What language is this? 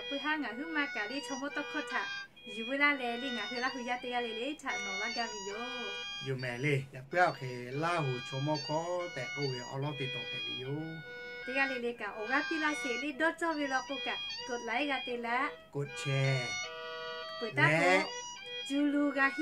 Lahu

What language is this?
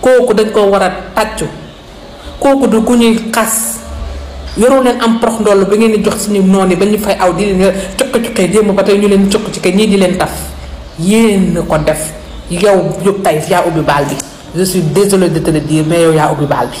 Wolof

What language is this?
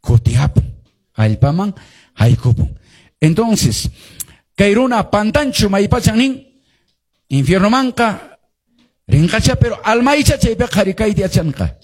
Quechua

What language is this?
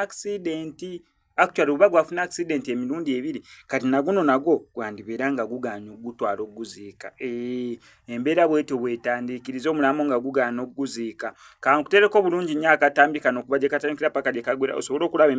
Ganda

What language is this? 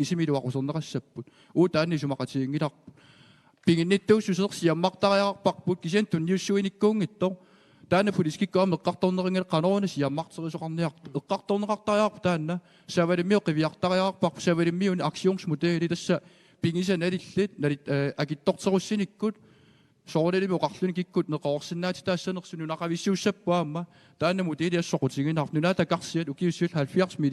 Kalaallisut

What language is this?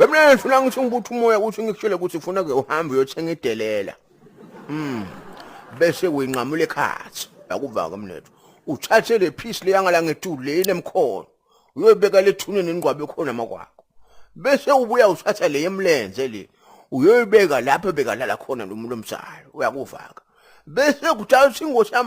Zulu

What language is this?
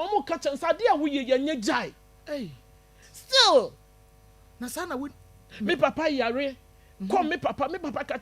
Akan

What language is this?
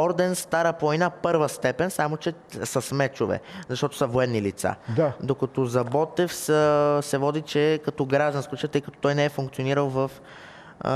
Bulgarian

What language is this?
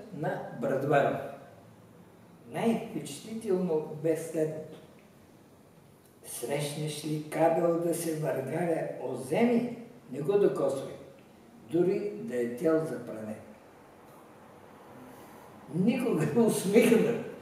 Bulgarian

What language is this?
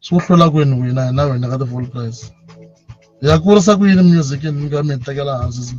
Tsonga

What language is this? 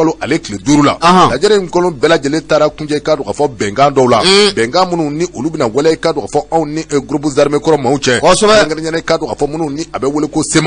Bambara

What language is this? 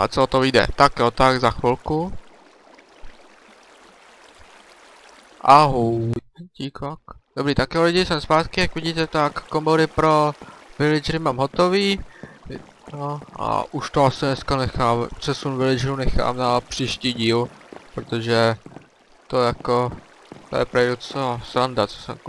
Czech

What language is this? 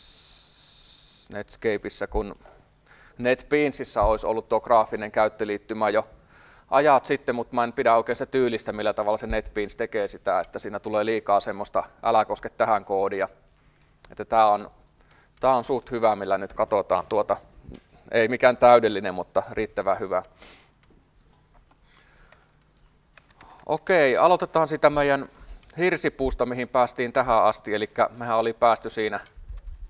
Finnish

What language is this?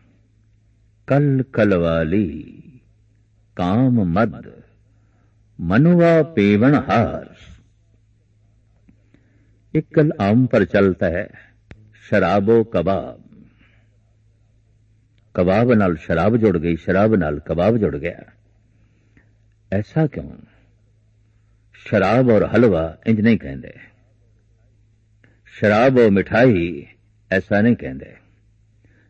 Punjabi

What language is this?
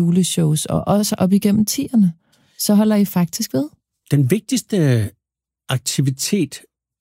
Danish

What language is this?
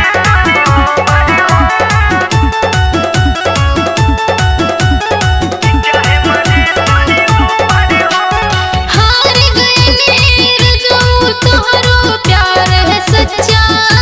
Bhojpuri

